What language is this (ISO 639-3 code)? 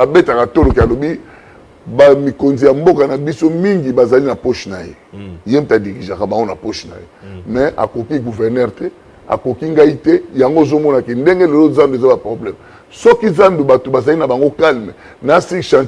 lin